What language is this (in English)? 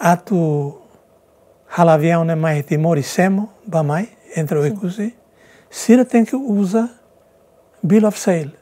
Tetum